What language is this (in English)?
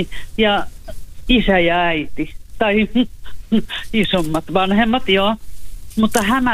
Finnish